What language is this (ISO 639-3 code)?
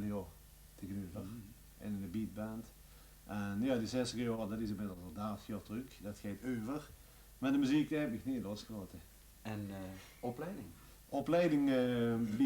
lim